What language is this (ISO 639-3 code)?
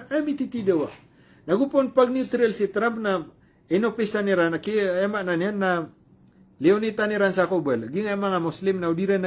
mrw